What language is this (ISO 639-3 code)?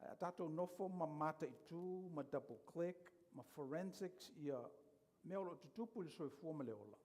smo